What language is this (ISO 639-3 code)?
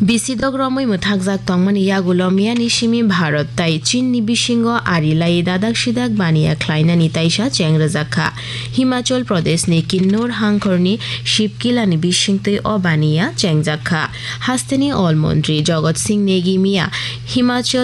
trp